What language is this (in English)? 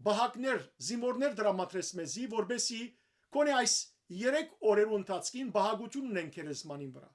Western Armenian